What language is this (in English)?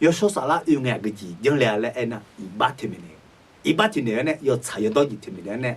Akha